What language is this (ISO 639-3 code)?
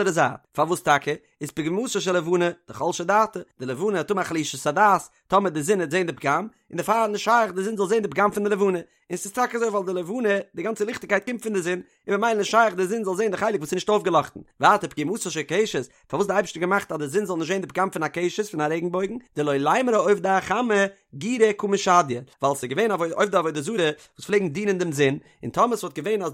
yid